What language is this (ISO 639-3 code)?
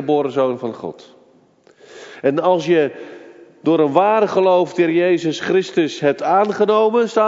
nld